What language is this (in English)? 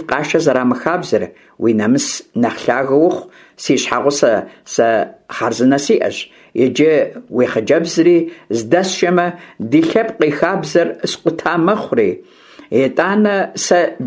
Kabardian